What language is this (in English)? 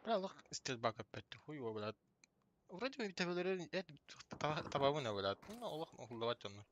Yakut